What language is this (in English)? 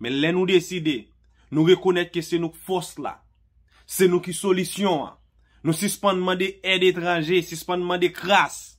Haitian Creole